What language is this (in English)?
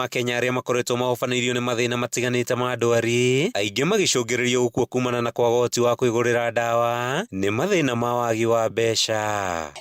Kikuyu